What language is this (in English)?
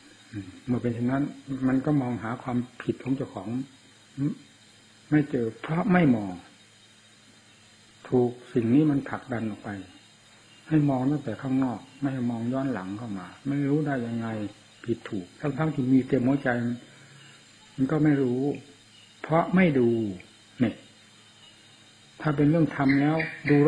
Thai